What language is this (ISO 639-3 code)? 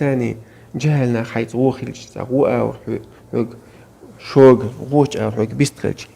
che